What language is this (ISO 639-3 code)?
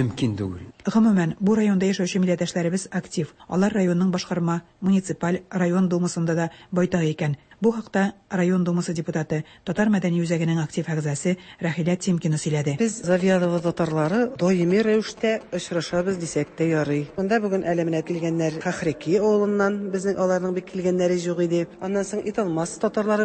tat